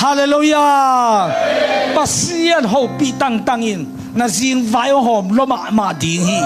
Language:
Tedim Chin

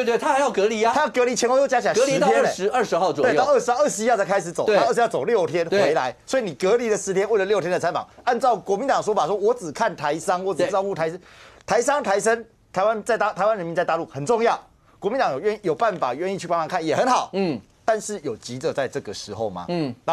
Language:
Chinese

